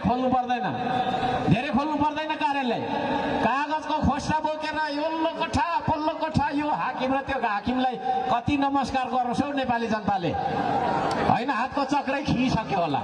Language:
Nepali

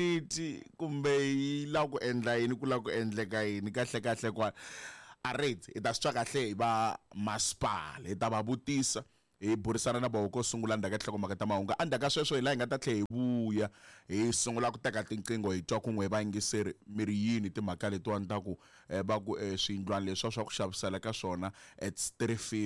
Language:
Tsonga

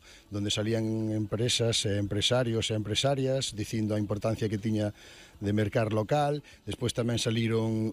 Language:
Galician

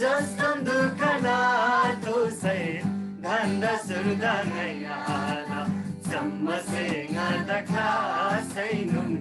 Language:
Eastern Tamang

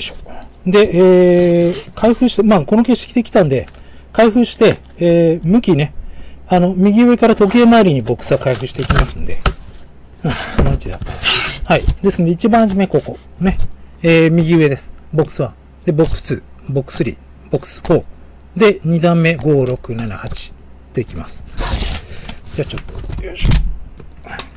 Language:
Japanese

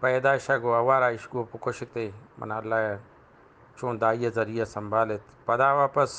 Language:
Eastern Balochi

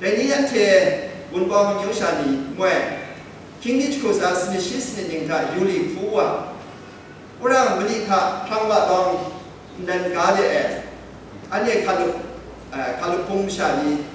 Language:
Kachin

